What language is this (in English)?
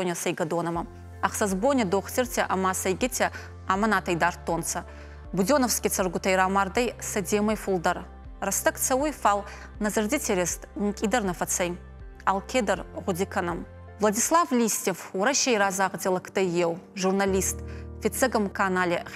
Ossetic